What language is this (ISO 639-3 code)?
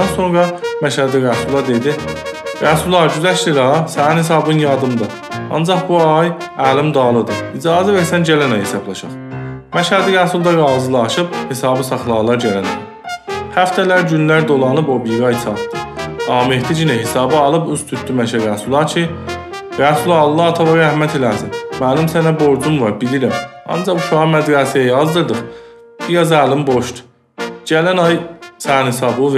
azb